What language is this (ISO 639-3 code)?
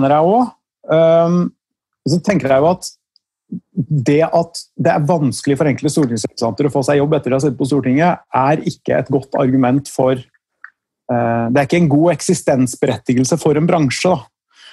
nor